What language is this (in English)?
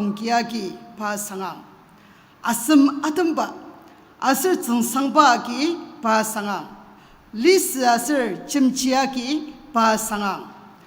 Ao Naga